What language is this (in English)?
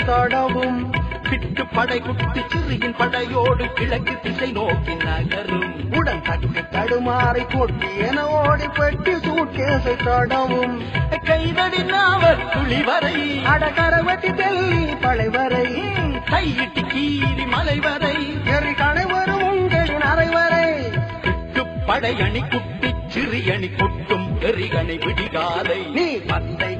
Tamil